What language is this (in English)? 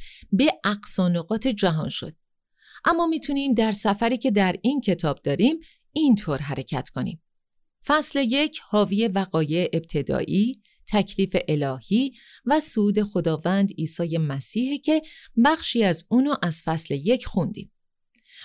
Persian